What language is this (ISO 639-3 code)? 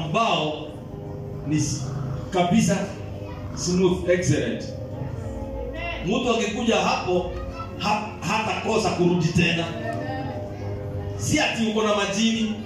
swa